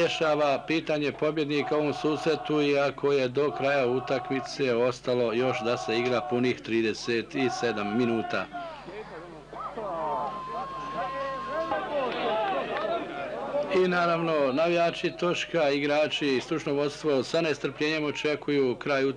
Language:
Bosnian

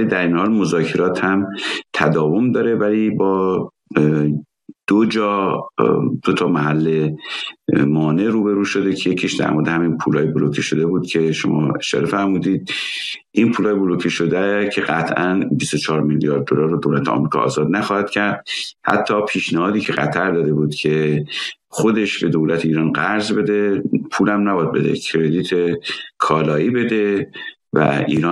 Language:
Persian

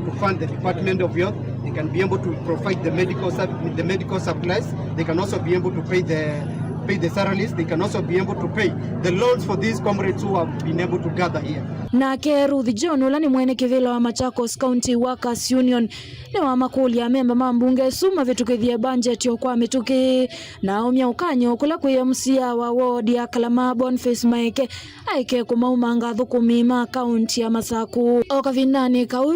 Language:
Kamba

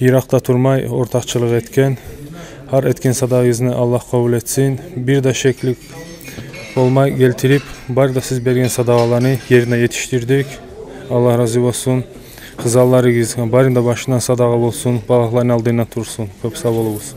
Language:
Kumyk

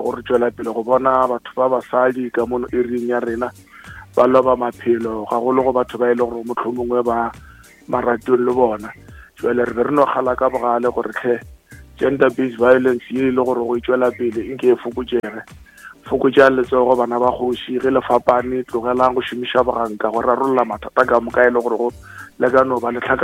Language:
Northern Sotho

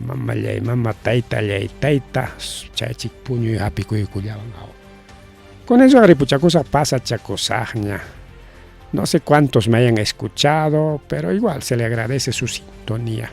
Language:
Ayacucho Quechua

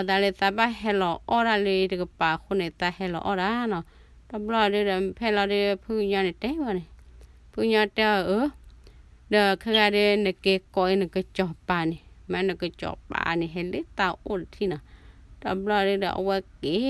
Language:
S'gaw Karen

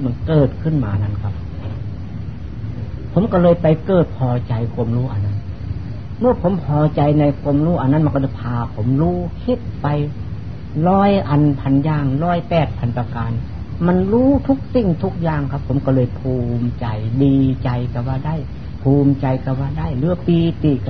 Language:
Thai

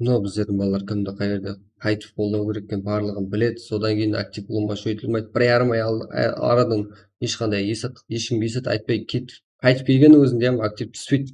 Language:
Kara-Kalpak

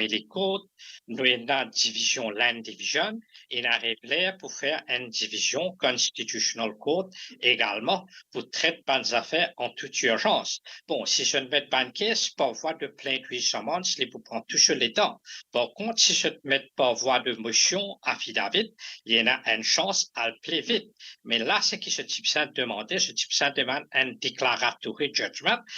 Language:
Morisyen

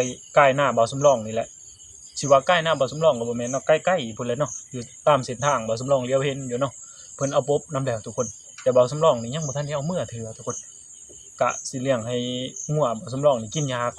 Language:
Northeastern Thai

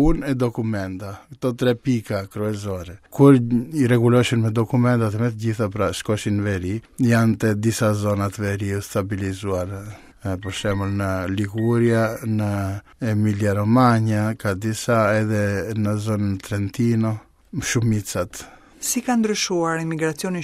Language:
Albanian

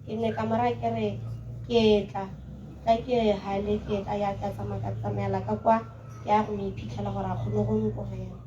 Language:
Tswana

